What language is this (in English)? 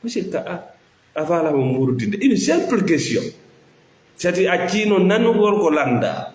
Fula